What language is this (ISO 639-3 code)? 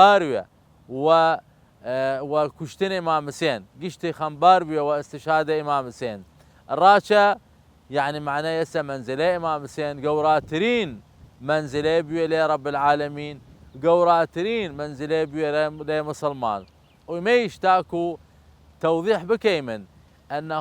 sdh